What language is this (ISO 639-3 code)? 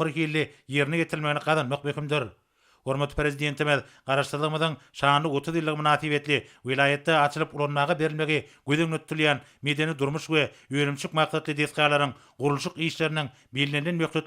tuk